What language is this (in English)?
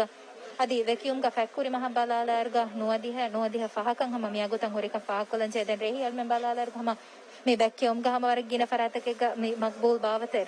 Divehi